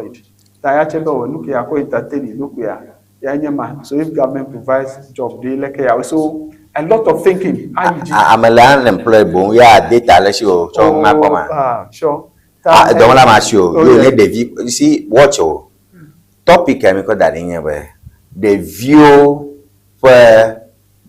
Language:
Ewe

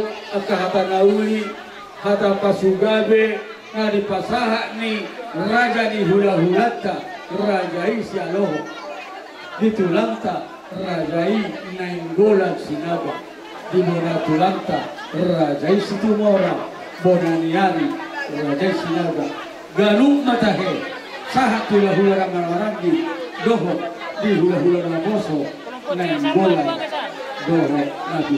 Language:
Batak Toba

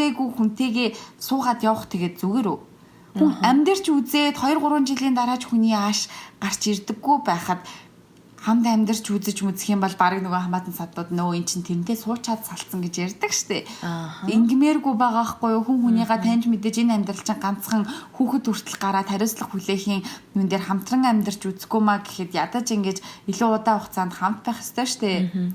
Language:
Mongolian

